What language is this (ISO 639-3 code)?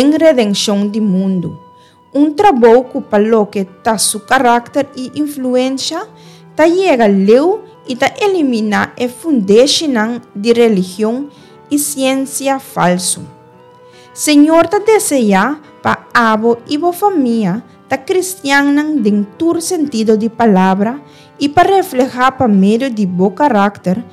pap